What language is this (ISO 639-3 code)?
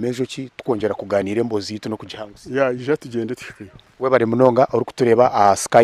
nyn